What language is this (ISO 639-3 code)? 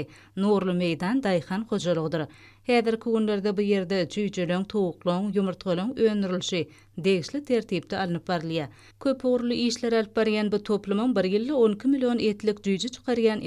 tuk